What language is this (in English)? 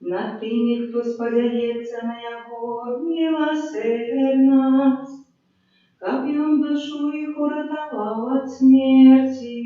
Belarusian